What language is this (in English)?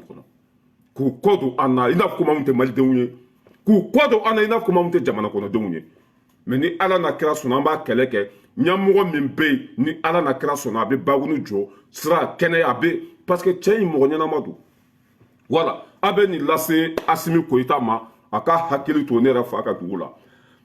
Bambara